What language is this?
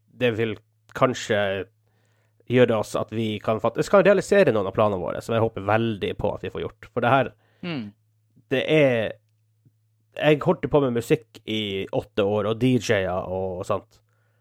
Norwegian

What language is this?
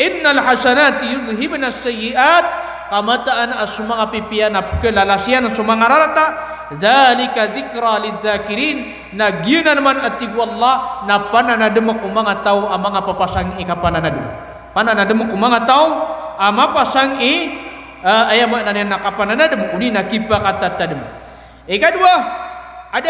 Maranao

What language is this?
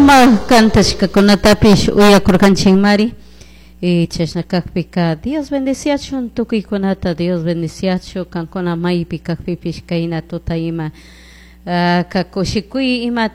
Chimborazo Highland Quichua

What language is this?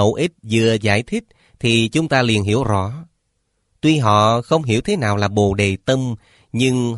Vietnamese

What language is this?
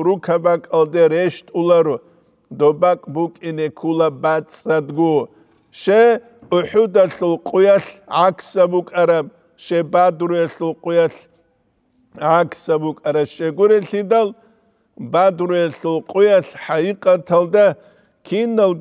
Avaric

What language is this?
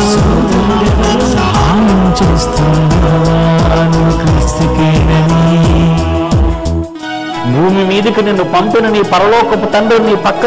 Telugu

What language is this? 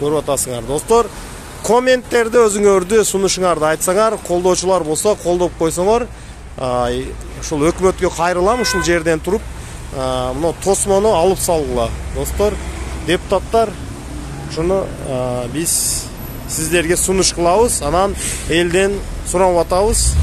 Kyrgyz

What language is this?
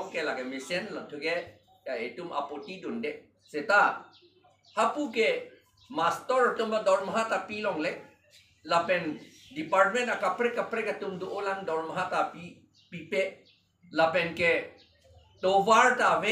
Karbi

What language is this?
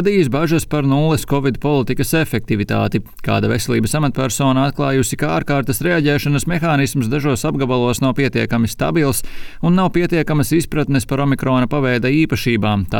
Latvian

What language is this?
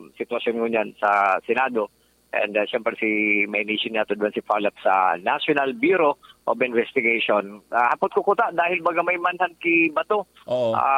Bikol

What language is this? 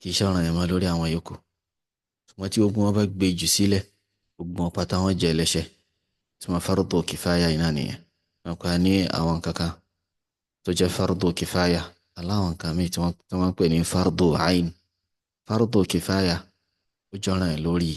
Yoruba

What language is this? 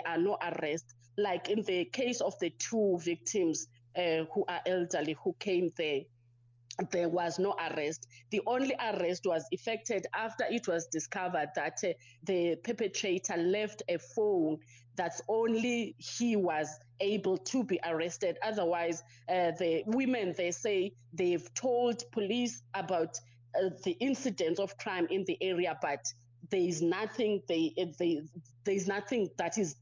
English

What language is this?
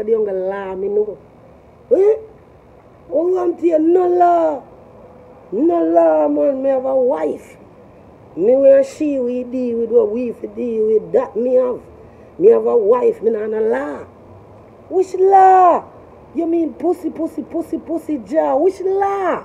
Jamaican Creole English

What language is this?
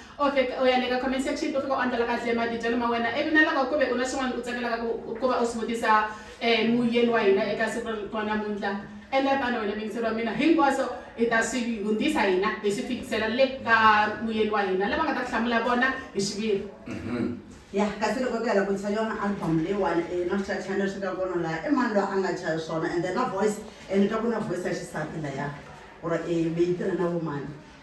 Tsonga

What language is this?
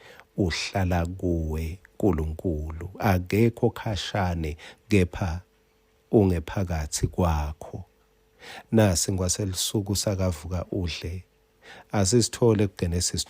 Swati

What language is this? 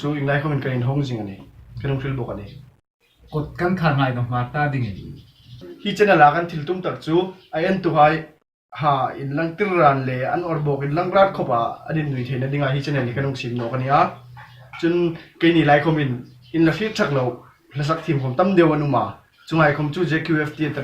Hmar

